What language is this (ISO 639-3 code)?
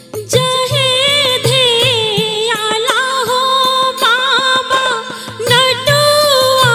mai